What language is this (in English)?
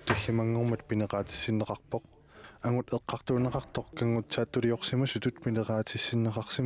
Kalaallisut